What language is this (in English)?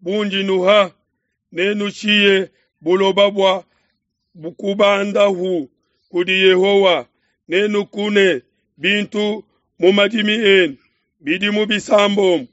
Luba-Lulua